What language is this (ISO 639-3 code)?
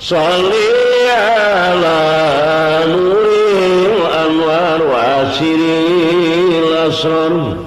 sun